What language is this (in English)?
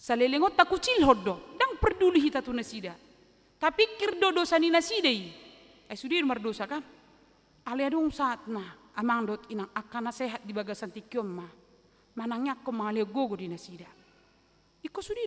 Batak Toba